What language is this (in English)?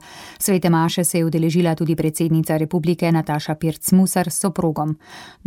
Slovenian